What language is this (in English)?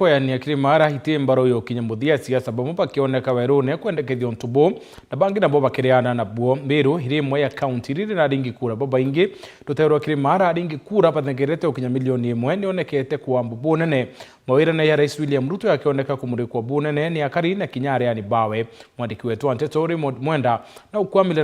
Meru